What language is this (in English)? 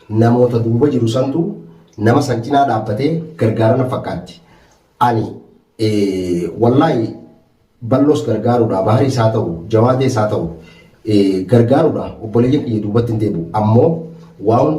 Oromo